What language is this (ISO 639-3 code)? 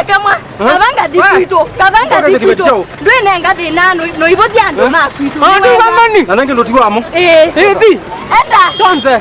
kam